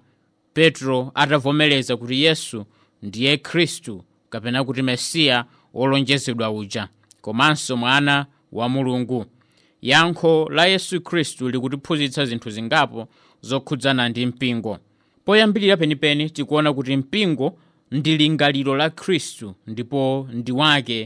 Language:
Nyanja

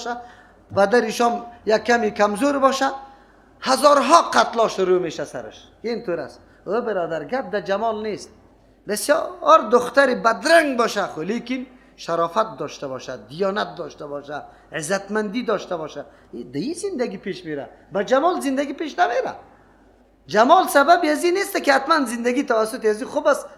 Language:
Persian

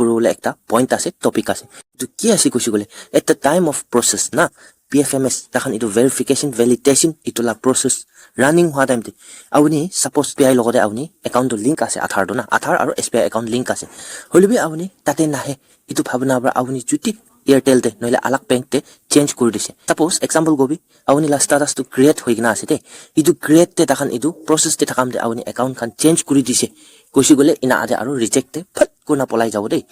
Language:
Naga Pidgin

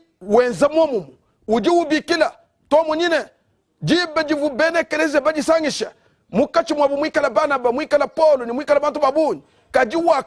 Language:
Luba-Lulua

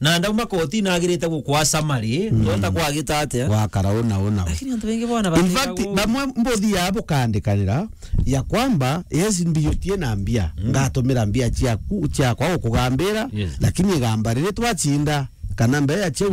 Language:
Meru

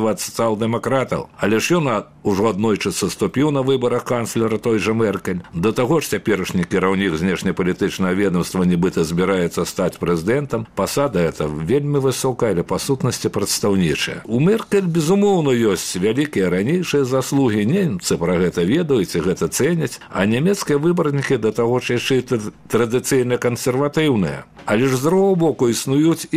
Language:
Belarusian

